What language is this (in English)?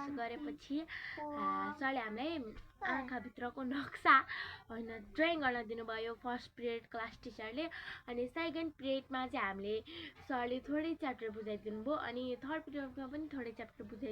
Nepali